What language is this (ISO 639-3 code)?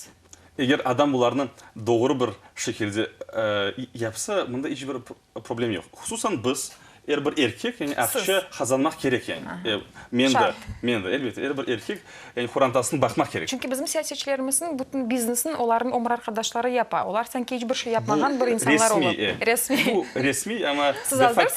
crh